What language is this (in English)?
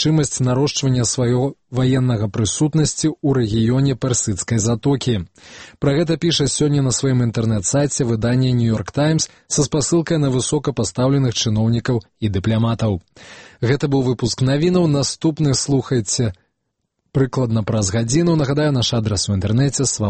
Belarusian